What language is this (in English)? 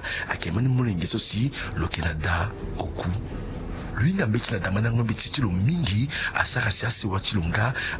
Sango